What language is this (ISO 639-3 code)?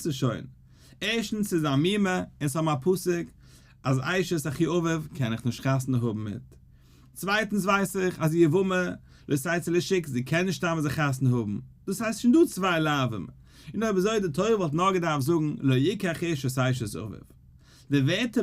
yid